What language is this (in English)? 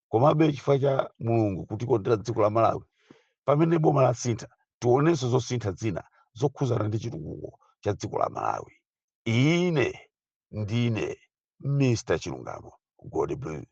Nyanja